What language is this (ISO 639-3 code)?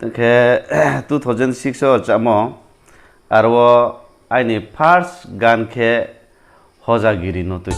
ria